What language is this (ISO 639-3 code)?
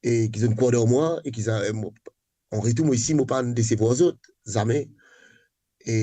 mfe